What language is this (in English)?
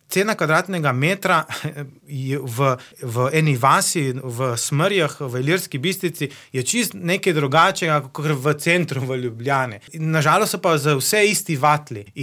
Slovenian